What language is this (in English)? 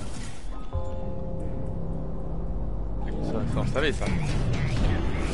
French